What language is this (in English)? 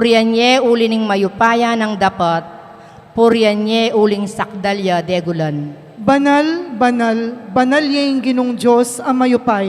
Pampanga